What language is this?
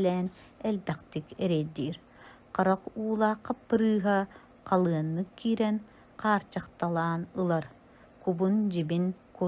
Yakut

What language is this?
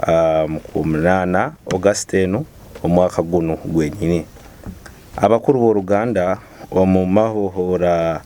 Nyoro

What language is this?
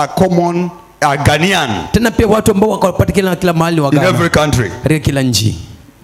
Swahili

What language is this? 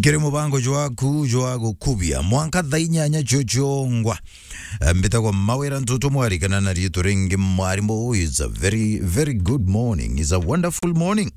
Meru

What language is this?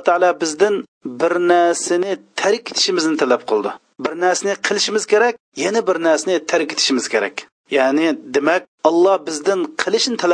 Uyghur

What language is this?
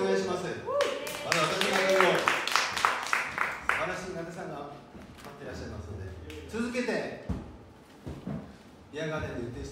Japanese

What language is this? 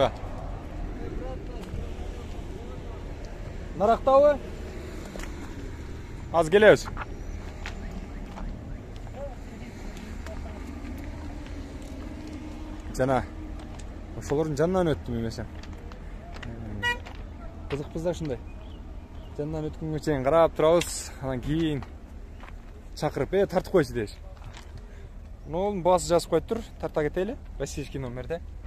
Kyrgyz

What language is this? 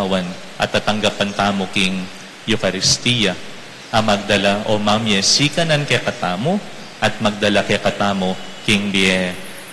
Pampanga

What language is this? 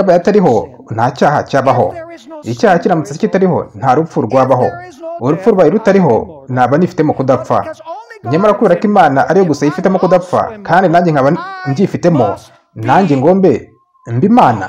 Kinyarwanda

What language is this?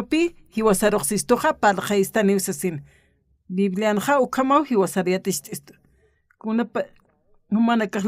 Aymara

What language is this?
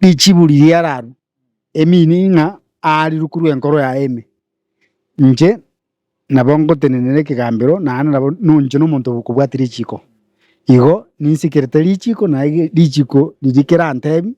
Gusii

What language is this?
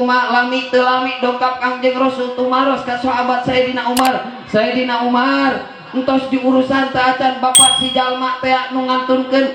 Sundanese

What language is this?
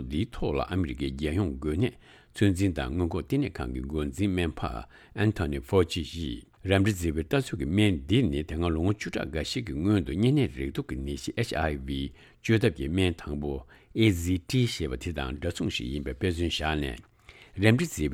Tibetan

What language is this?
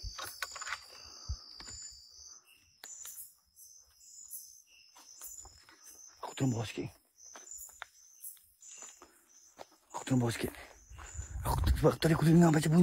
Malay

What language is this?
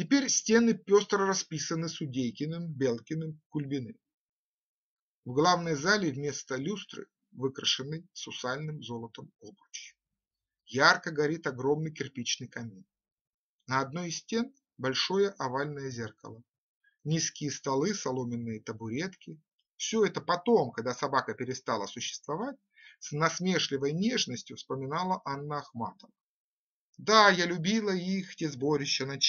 Russian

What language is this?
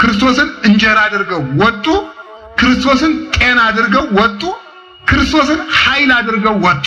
Amharic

